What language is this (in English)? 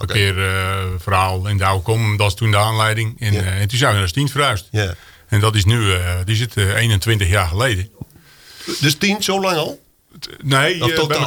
Dutch